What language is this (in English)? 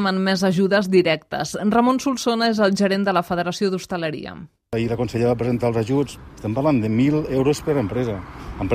Catalan